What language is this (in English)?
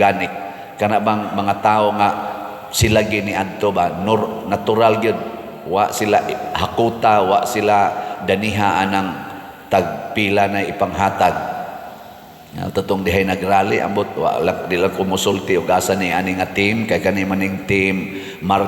Cebuano